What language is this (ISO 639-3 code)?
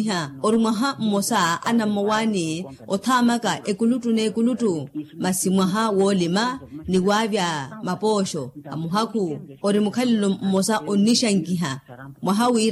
vmw